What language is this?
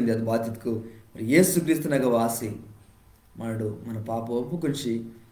Koya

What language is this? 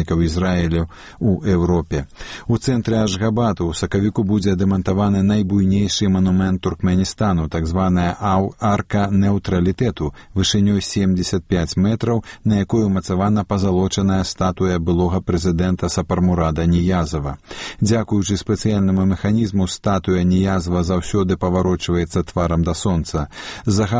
Belarusian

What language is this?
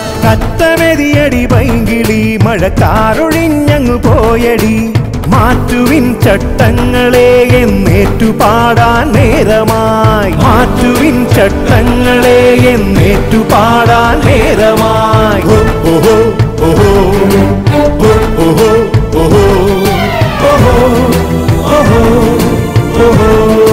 Malayalam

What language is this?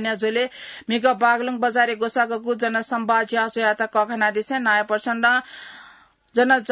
Newari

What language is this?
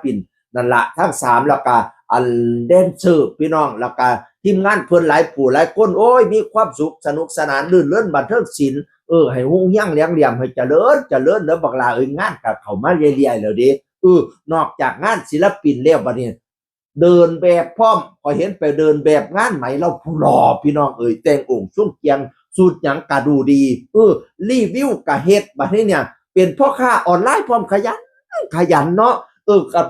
Northeastern Thai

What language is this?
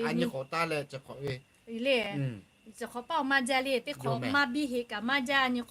Lahu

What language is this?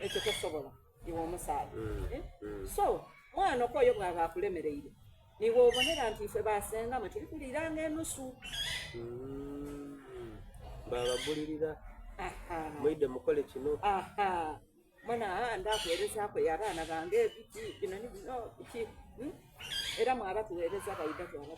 Soga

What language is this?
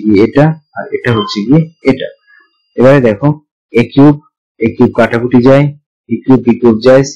Bangla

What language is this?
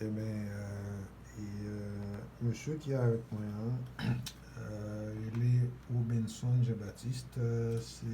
Haitian Creole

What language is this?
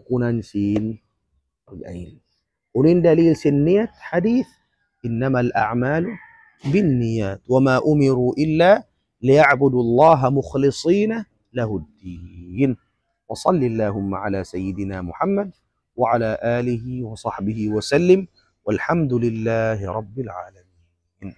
Tausug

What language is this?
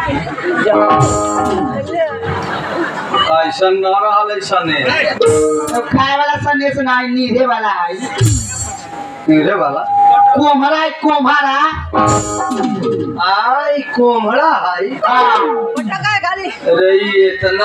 Bhojpuri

